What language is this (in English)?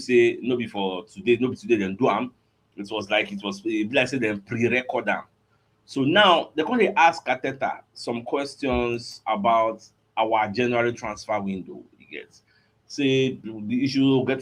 Nigerian Pidgin